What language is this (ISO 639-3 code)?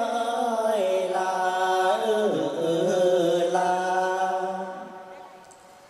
vie